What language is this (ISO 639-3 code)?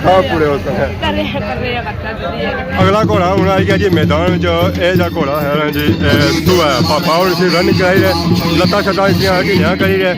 phr